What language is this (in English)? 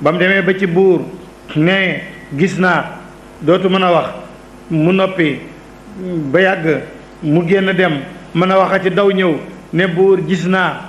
Wolof